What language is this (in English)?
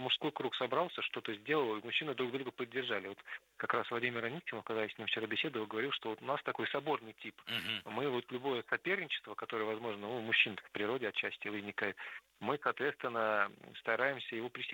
Russian